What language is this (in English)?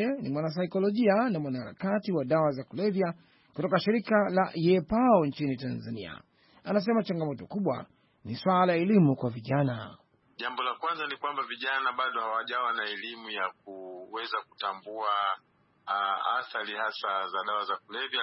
Swahili